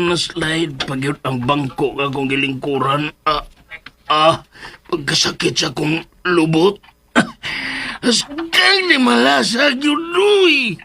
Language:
Cebuano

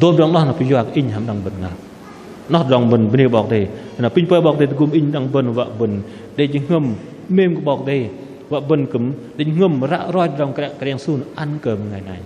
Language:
Bahnar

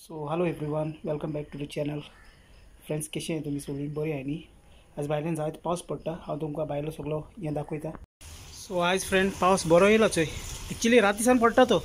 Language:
Konkani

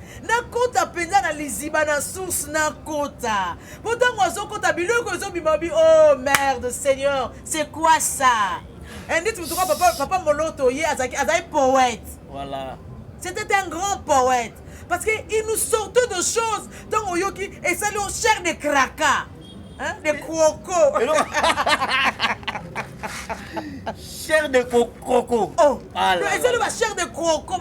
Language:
Lingala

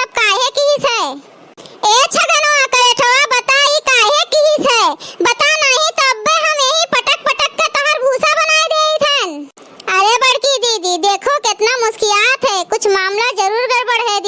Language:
Awadhi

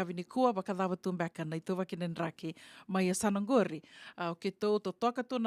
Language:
Fijian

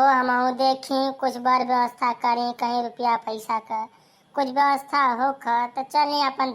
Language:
Bhojpuri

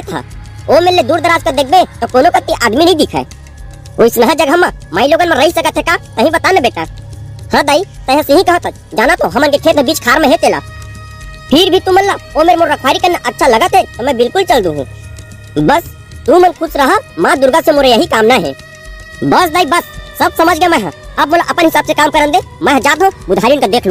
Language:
Chhattisgarhi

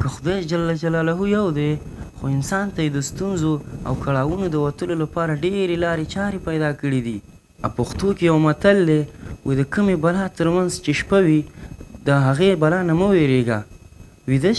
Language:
Pashto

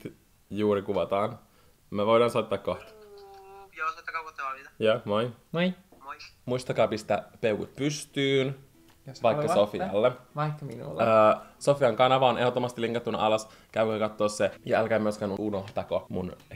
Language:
Finnish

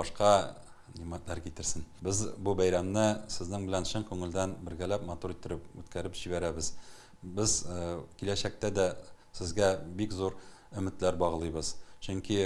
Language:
Tatar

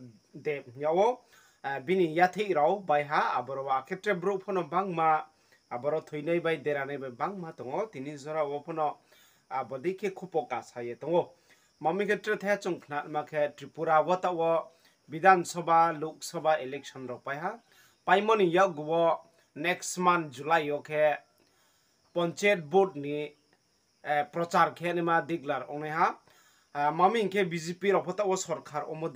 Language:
Riang (India)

